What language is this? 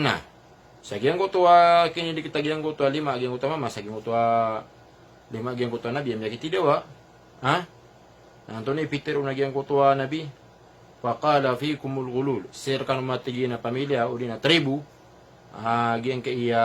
Maranao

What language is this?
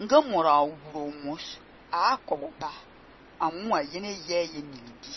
Fang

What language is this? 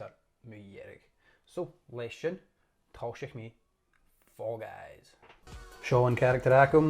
Scottish Gaelic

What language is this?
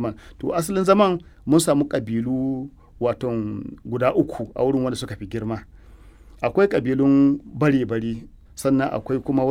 Hausa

